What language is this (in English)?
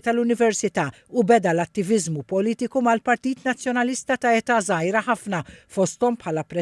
Maltese